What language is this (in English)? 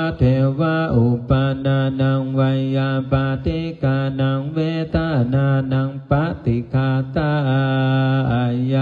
Pali